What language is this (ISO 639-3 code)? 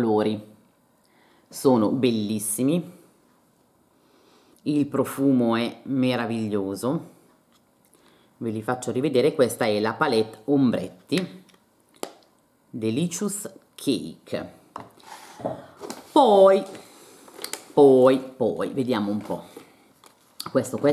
ita